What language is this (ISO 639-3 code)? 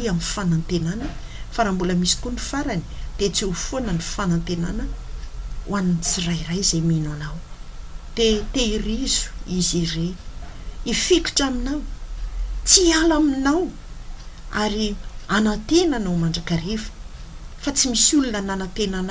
mlg